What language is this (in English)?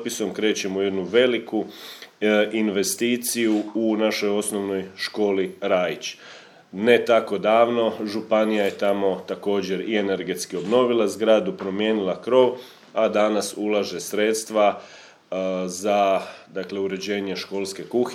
Croatian